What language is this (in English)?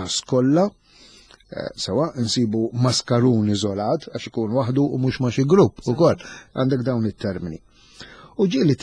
Maltese